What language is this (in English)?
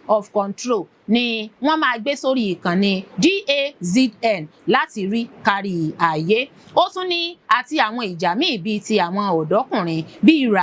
Yoruba